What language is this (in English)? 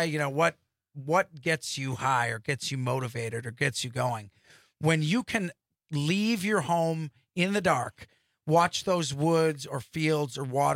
English